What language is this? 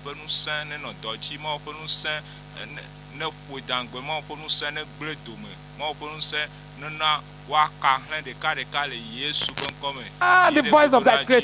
Ewe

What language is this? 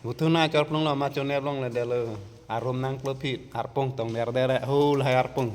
Karbi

